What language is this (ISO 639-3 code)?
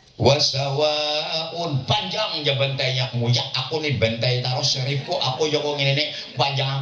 bjn